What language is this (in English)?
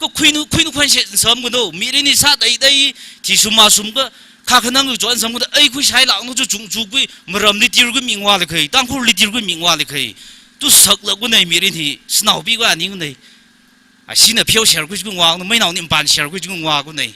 Tangkhul Naga (India)